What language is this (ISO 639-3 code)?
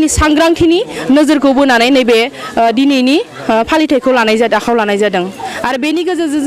brx